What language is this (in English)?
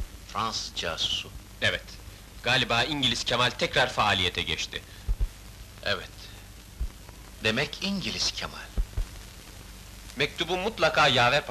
Turkish